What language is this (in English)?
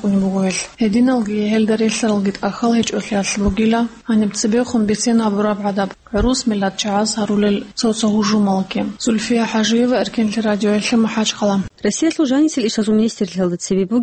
Avaric